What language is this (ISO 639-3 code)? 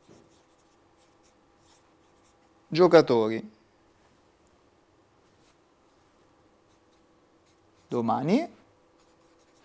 ita